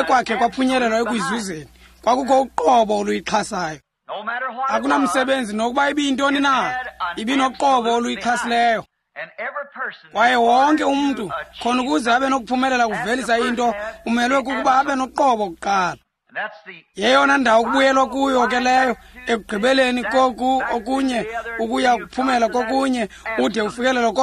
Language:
Xhosa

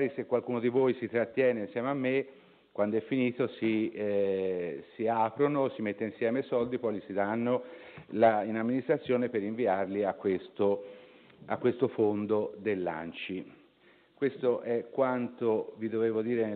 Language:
Italian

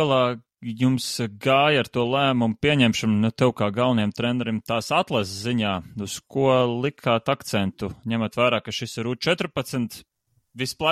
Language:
Latvian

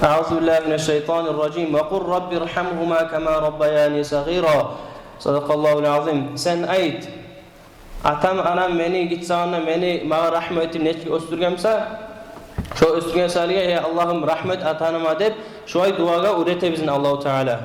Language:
Kumyk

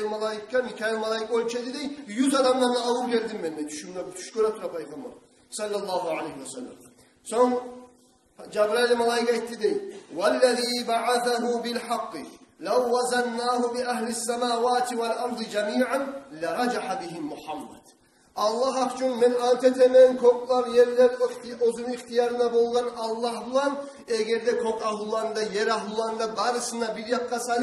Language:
Kumyk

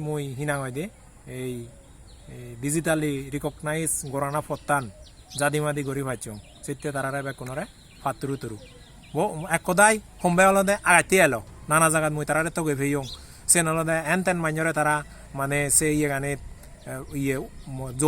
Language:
Chakma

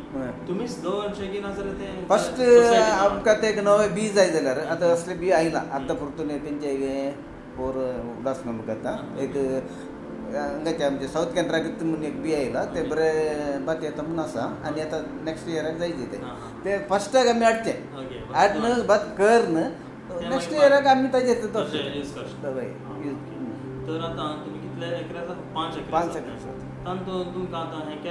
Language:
Konkani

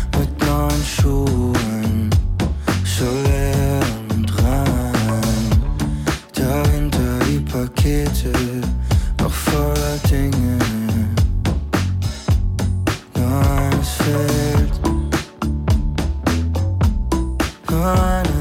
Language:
German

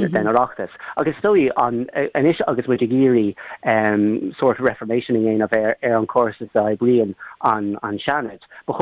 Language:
Irish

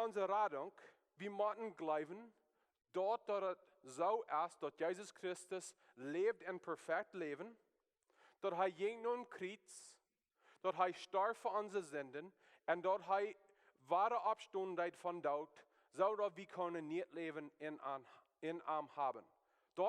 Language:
Plautdietsch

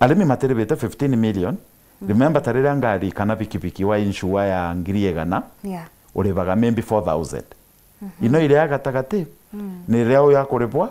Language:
Meru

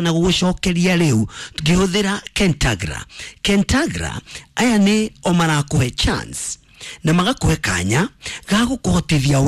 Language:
Kikuyu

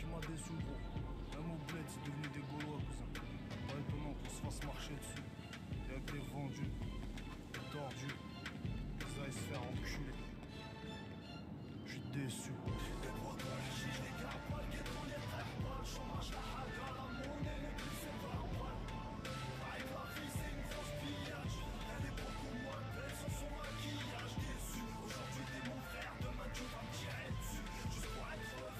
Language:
French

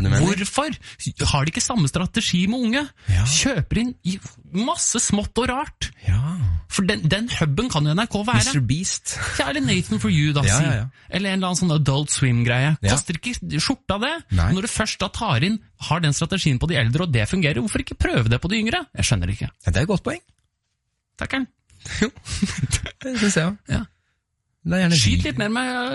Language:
Norwegian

